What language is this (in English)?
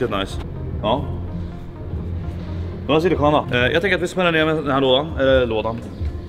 Swedish